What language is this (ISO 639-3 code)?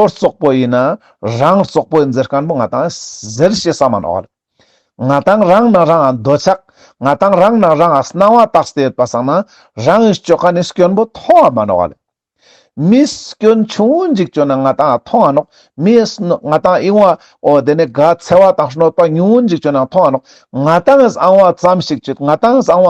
lbj